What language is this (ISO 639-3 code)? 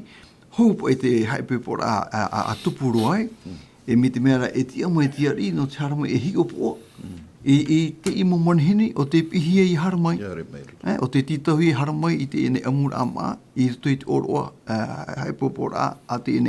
tah